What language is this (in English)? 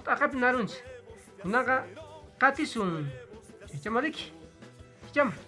Quechua